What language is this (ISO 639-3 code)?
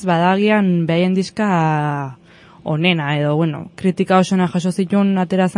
eus